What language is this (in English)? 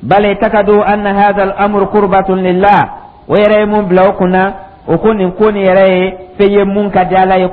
Dyula